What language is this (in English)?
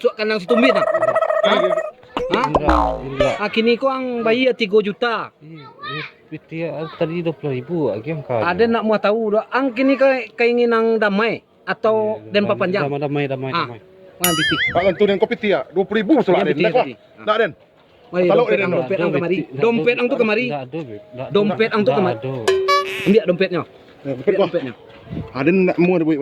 Minangkabau